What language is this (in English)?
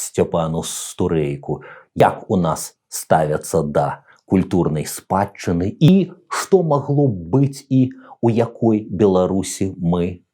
Belarusian